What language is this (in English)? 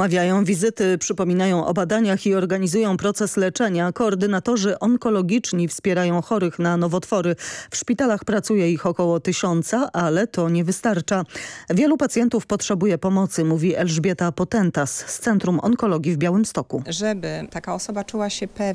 Polish